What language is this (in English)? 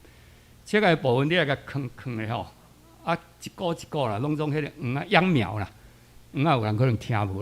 Min Nan Chinese